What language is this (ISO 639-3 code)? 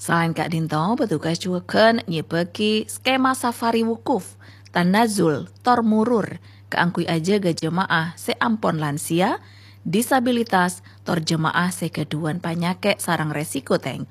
mad